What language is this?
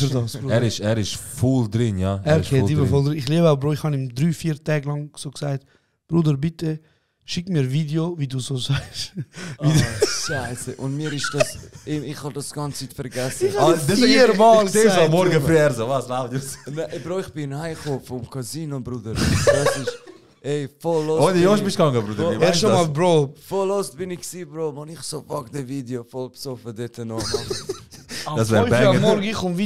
Swiss German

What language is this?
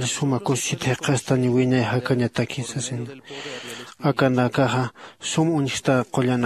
Aymara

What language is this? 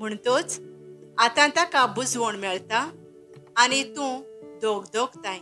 Konkani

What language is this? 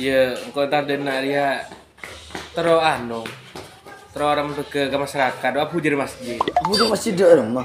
Madurese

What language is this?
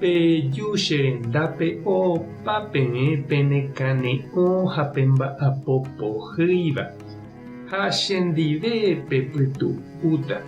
Guarani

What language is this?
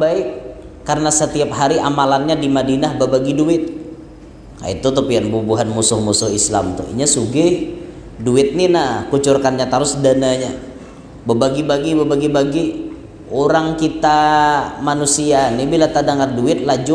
Banjar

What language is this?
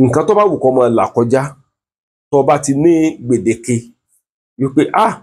Yoruba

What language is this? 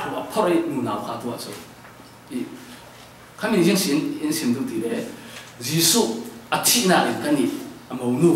Falam Chin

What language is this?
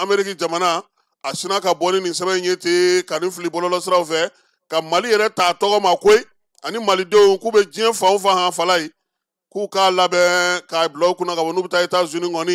Bambara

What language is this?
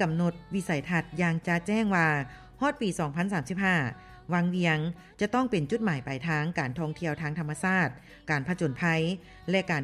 Lao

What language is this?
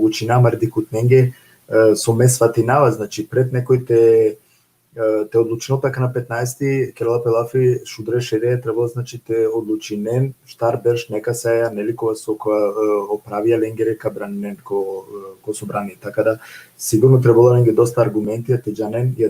Balkan Romani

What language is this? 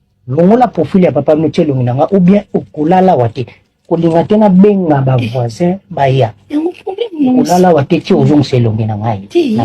Lingala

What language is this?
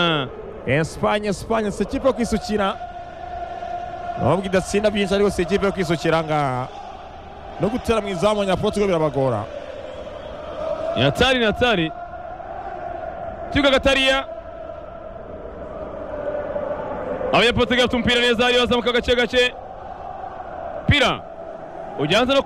Kinyarwanda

